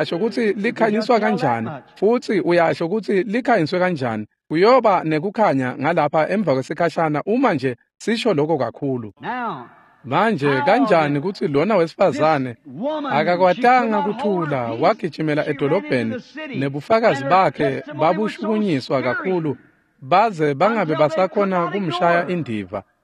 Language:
Swati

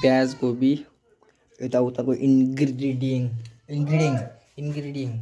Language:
Nepali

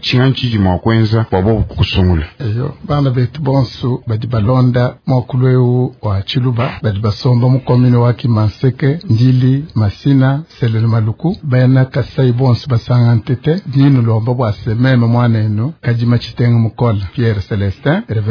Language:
Luba-Lulua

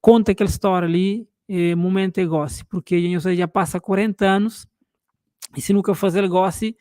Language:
Kabuverdianu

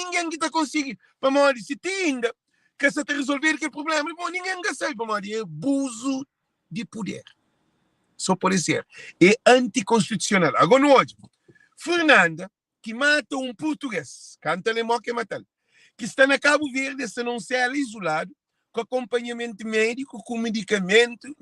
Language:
Kabuverdianu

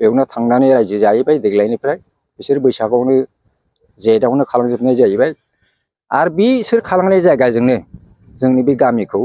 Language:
Bodo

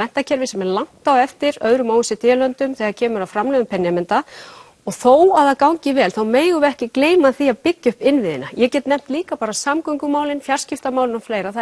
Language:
Icelandic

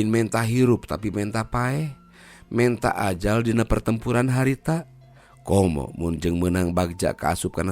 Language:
Sundanese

